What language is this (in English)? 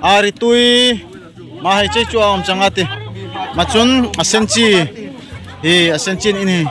Darlong